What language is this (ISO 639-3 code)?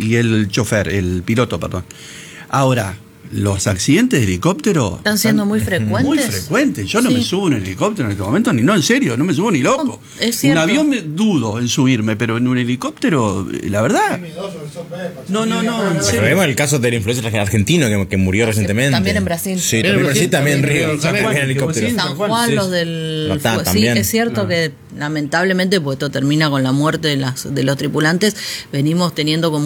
spa